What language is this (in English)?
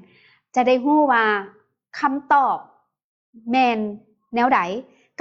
Lao